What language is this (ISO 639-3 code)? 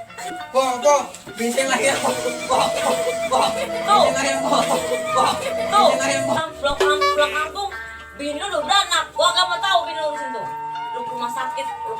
bew